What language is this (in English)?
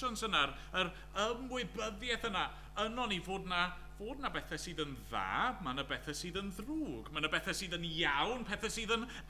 Welsh